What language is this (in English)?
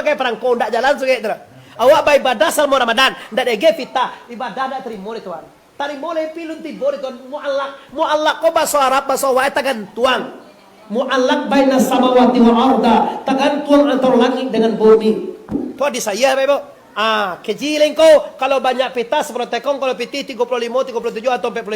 Minangkabau